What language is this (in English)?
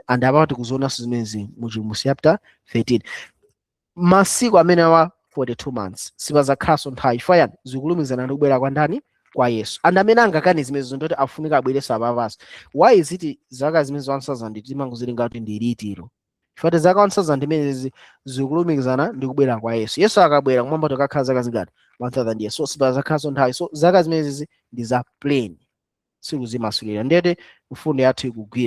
Nyanja